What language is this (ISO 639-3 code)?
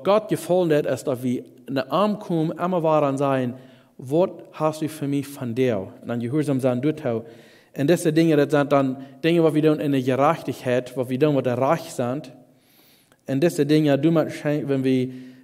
pdt